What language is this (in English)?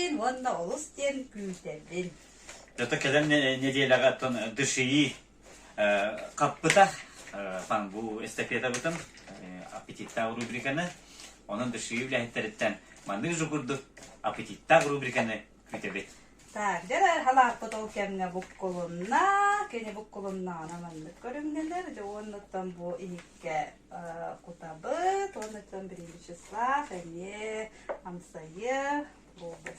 Yakut